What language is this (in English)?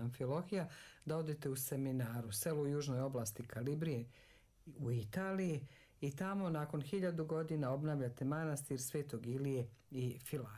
Serbian